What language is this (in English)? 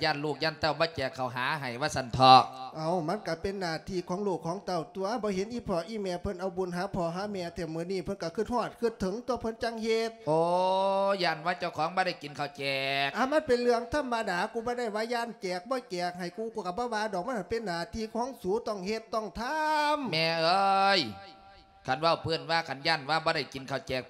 Lao